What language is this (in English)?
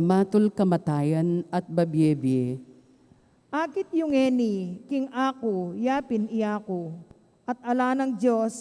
Pampanga